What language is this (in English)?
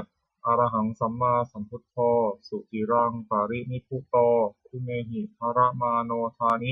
Pali